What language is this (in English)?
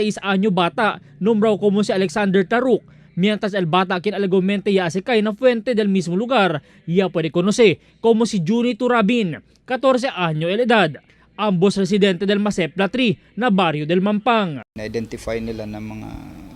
Chavacano